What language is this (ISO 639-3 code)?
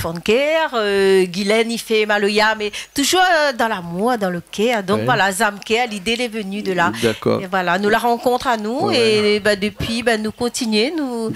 rcf